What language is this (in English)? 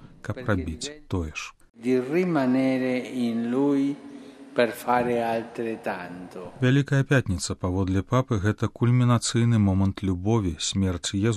Belarusian